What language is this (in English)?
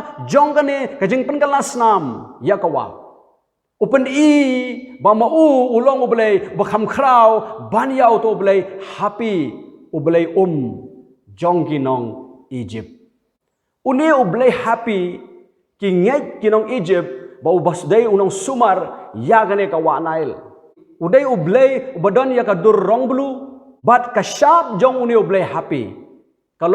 Khasi